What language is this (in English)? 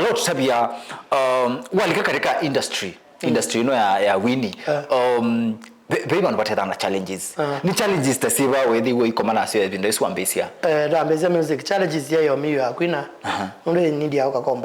Kamba